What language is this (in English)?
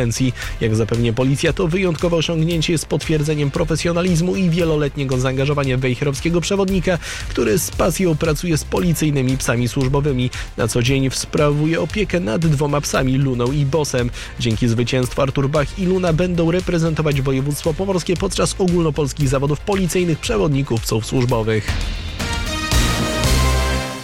Polish